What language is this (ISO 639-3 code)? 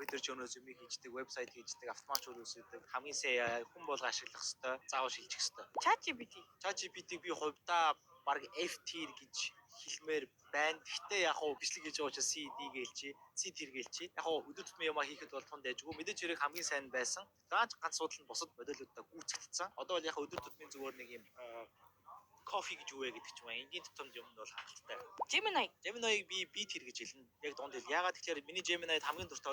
mon